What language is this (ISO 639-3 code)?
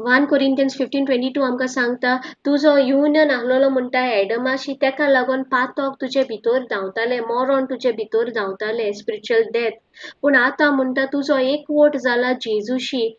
kok